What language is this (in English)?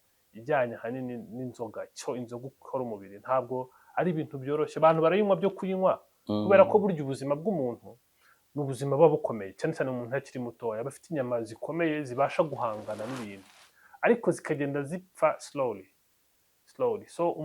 Kinyarwanda